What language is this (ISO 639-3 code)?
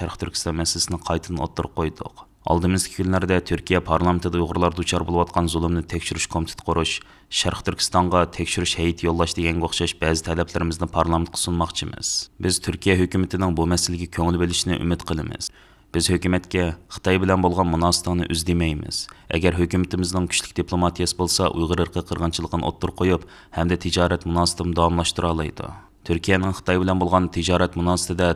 uig